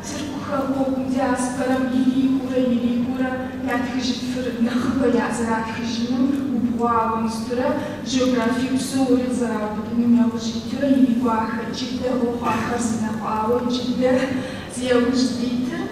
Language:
Kabardian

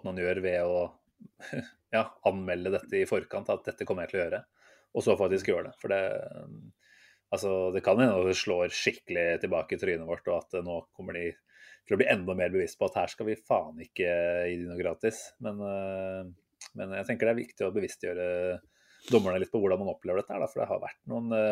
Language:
Norwegian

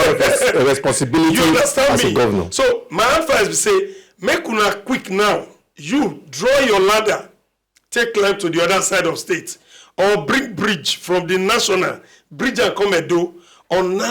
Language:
Nigerian Pidgin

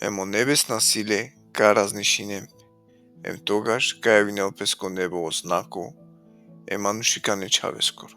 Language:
Balkan Romani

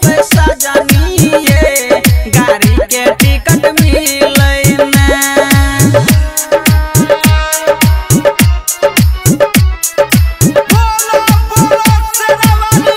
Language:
Bhojpuri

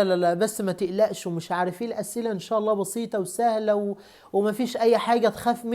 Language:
Egyptian Arabic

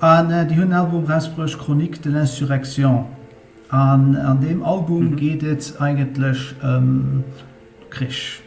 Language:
Luxembourgish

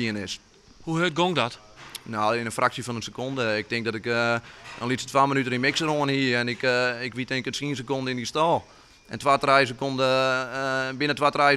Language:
Western Frisian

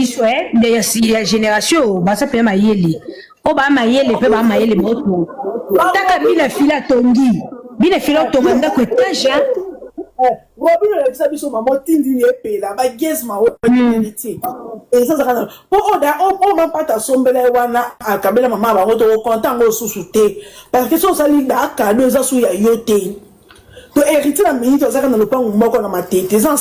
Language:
Lingala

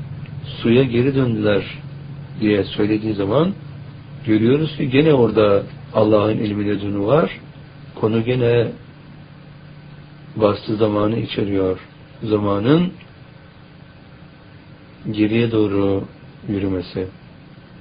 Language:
Turkish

